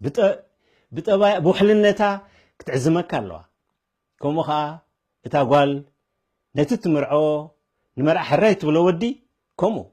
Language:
Tigrinya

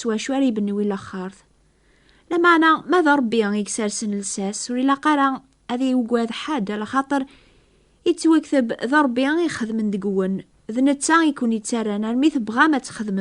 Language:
Kabyle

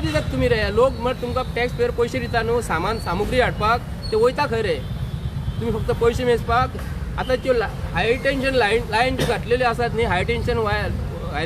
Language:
Konkani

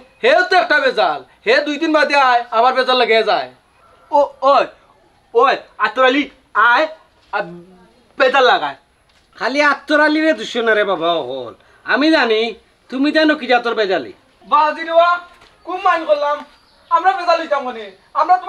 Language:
Sylheti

